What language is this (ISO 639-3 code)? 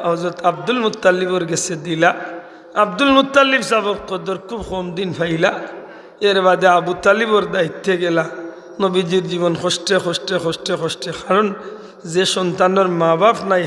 syl